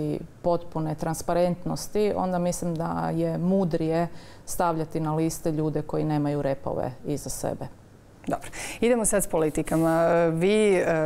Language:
Croatian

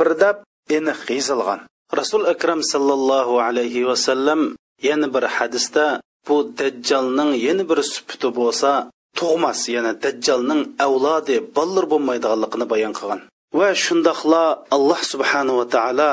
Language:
Uyghur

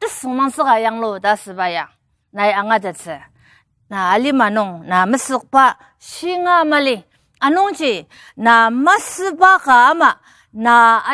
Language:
Ao Naga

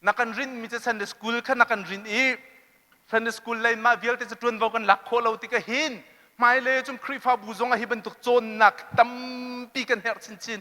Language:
Hakha Chin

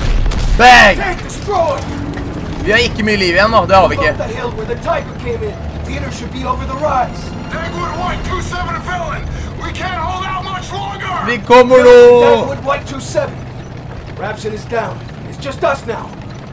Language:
Norwegian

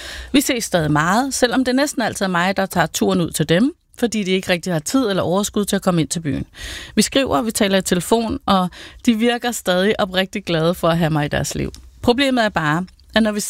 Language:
Danish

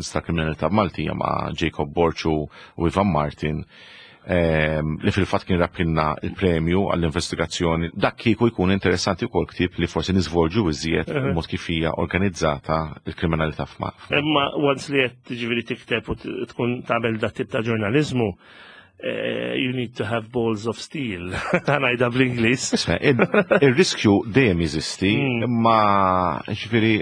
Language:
Maltese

